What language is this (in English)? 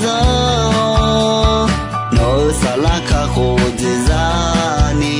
Akha